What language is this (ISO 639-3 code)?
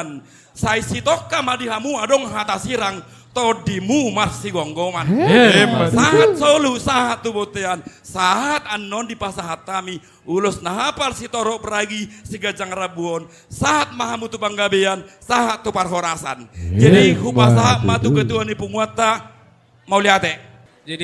bbc